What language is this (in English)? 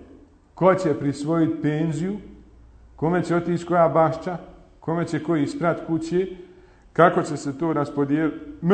Bosnian